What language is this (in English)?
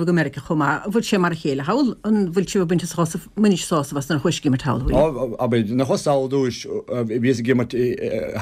Irish